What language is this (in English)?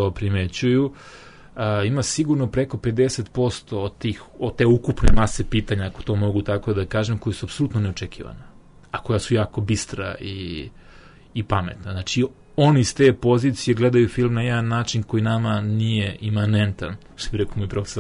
Serbian